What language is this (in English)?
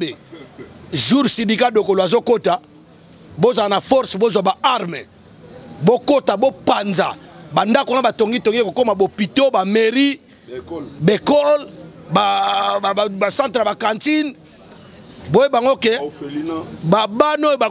Lingala